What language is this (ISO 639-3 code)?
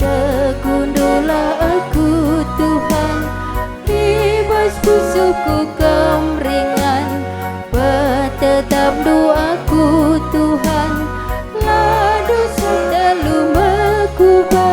btx